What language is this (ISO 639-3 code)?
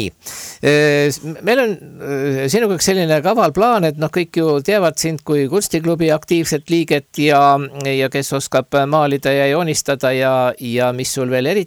est